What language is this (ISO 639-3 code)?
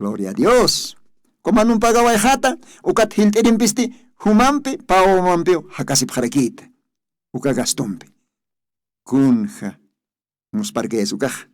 aym